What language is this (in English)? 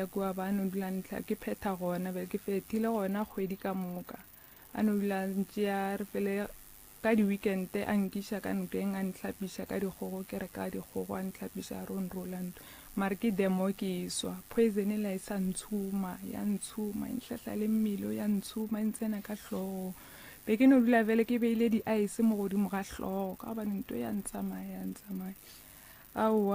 Northern Sotho